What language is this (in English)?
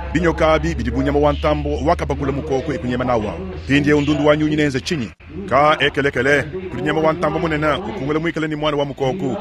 Luba-Lulua